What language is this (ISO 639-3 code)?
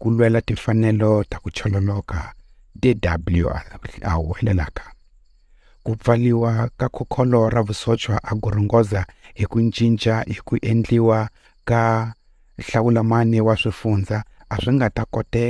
tso